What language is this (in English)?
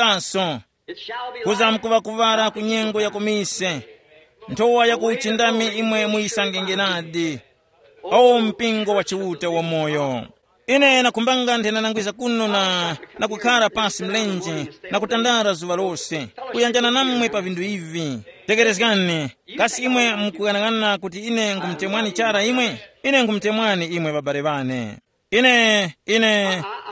Tumbuka